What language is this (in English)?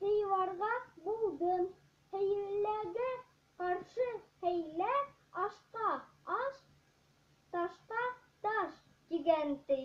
Bashkir